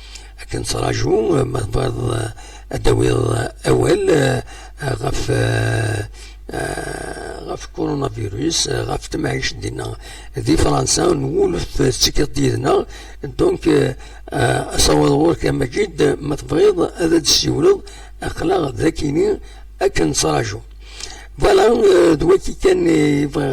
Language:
Kabyle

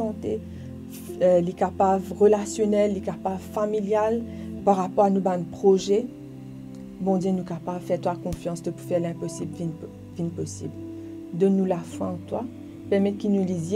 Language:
Morisyen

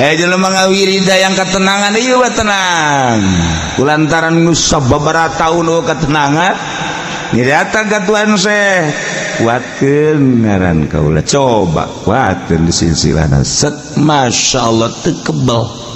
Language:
Sundanese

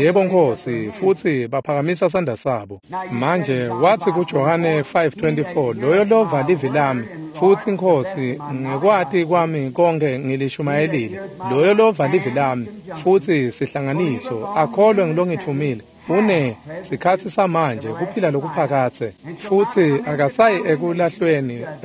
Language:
Swati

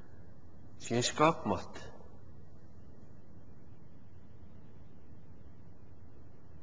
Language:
Afrikaans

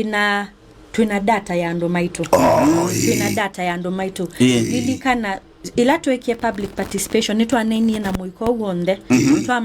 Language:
Kamba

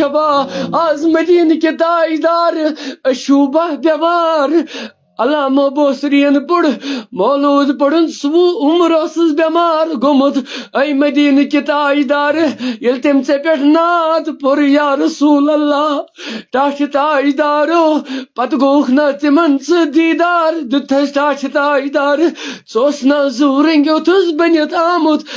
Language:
Kashmiri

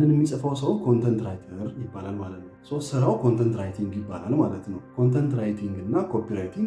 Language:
Amharic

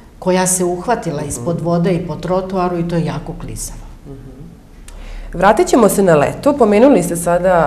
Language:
Serbian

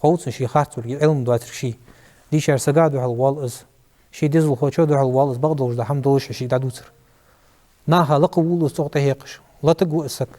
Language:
Ingush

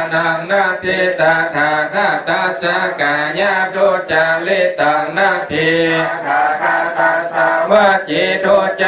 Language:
Pali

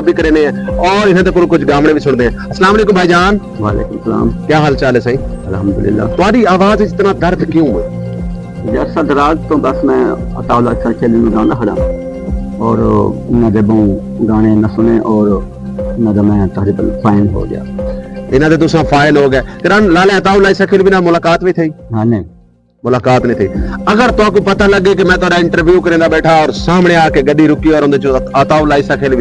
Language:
Saraiki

